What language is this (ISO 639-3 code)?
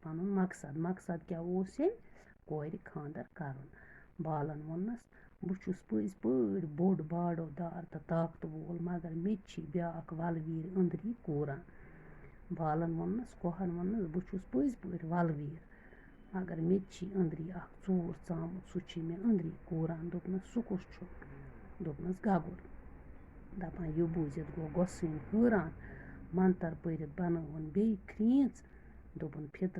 kas